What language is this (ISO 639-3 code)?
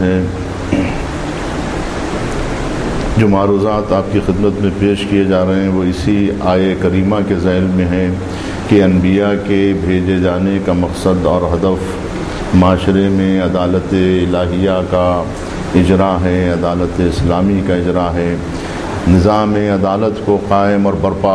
urd